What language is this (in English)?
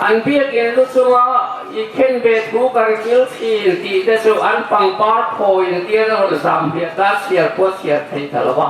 Hmar